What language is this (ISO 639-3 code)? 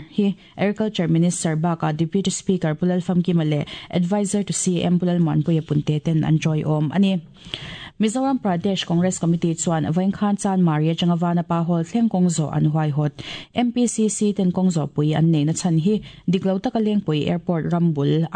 lus